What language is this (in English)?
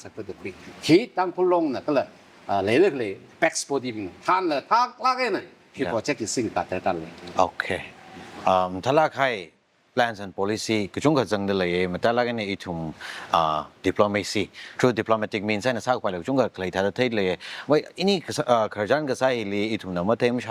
Tangkhul Naga (India)